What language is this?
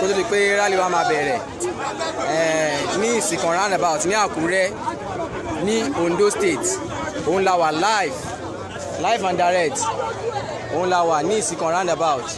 Yoruba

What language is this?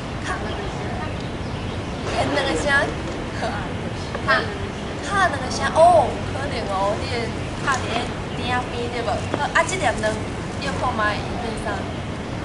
Min Nan Chinese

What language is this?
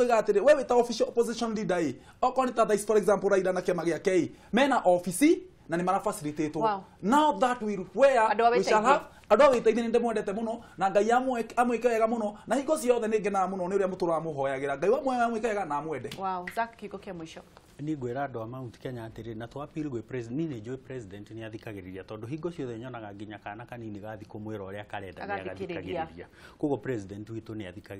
Kikuyu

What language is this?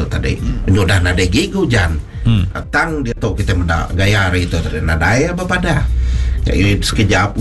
Iban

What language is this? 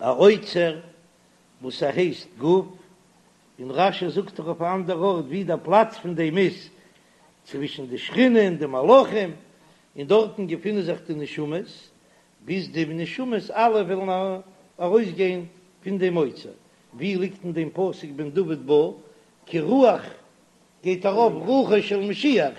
Yiddish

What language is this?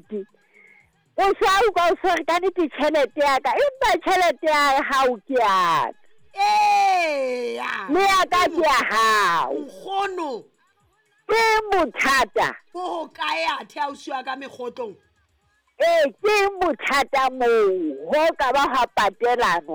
Southern Sotho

